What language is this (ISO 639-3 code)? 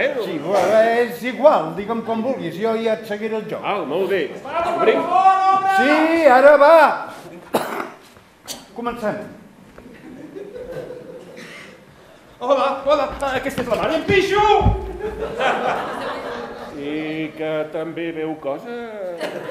cat